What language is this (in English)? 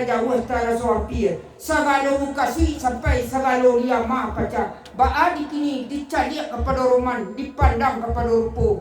Minangkabau